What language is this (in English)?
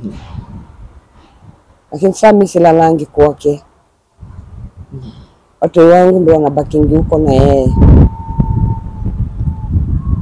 Swahili